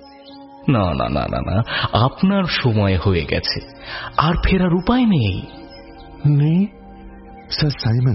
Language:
Bangla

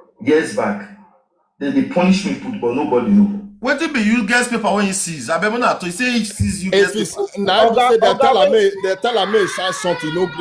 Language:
Nigerian Pidgin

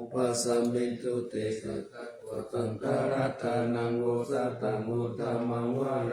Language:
Pali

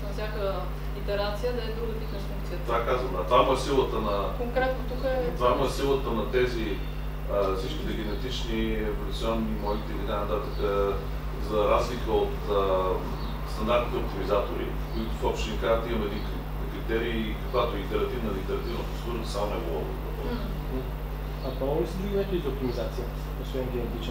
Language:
Bulgarian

